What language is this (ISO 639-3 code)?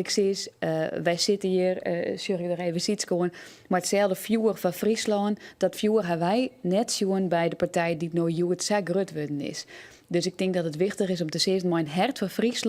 fry